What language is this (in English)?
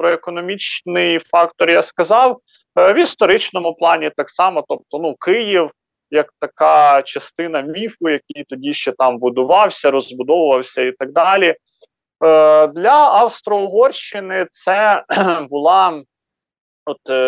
Ukrainian